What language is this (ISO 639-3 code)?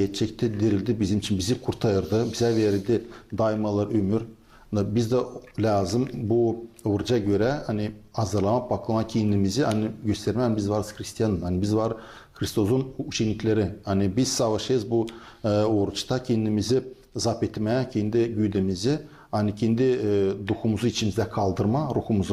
gag